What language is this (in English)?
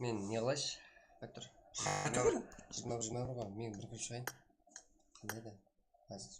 Kara-Kalpak